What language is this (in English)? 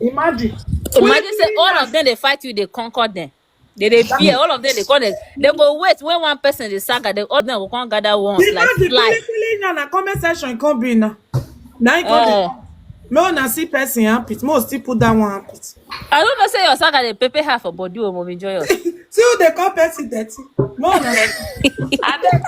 Nigerian Pidgin